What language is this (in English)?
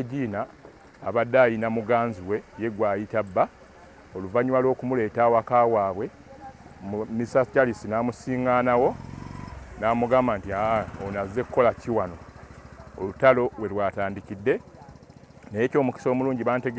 Ganda